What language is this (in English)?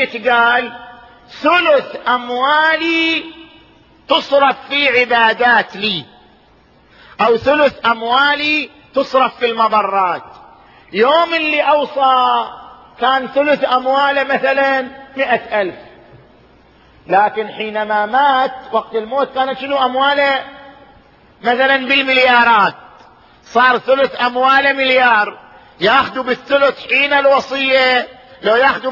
Arabic